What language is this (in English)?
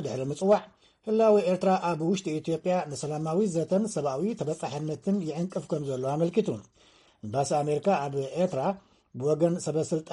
Tigrinya